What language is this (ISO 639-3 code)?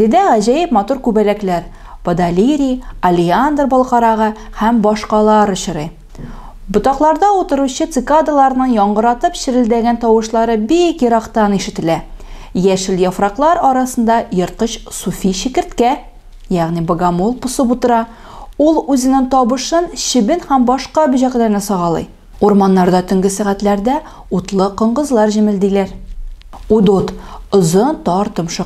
tat